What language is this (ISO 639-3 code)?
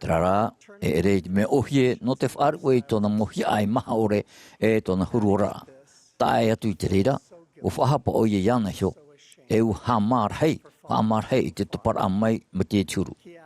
tah